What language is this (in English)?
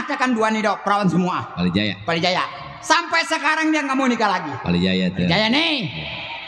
Betawi